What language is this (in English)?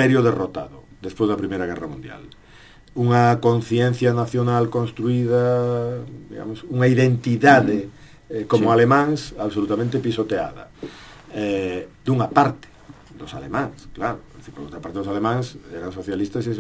Galician